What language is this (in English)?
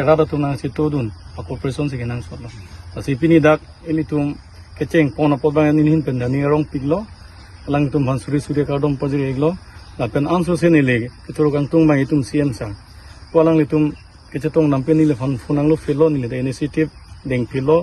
Karbi